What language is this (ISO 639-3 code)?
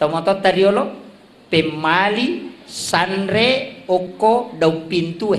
bug